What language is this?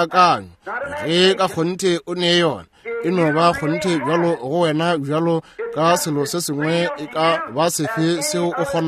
Northern Sotho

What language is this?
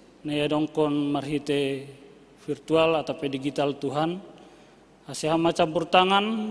Batak Simalungun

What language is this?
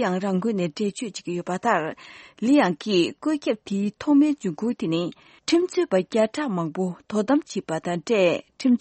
Tibetan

